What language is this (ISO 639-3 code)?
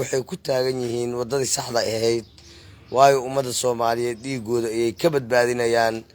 som